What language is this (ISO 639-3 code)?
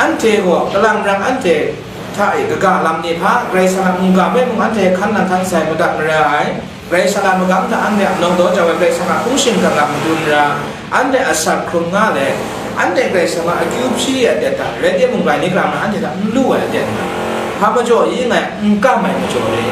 kac